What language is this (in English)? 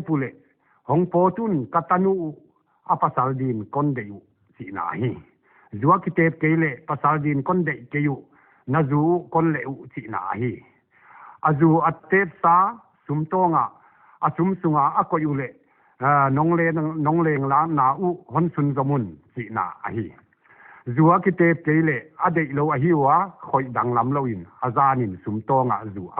Paite Chin